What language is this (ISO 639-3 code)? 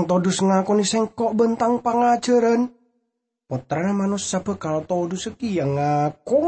mad